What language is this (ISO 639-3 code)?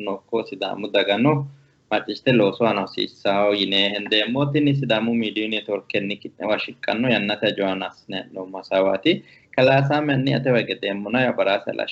sid